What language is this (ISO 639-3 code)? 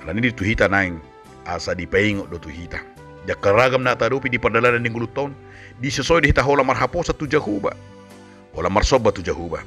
bbc